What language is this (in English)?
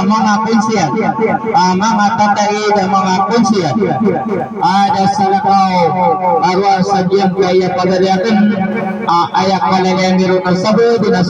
Maranao